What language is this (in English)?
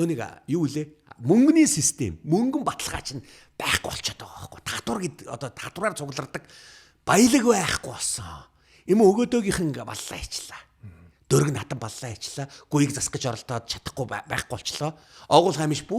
Mongolian